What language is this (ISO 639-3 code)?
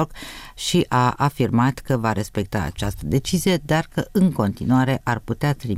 ron